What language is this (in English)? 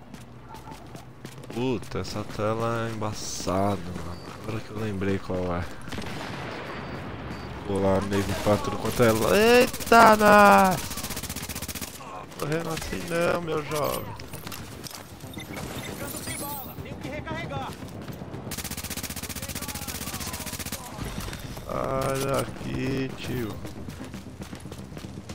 Portuguese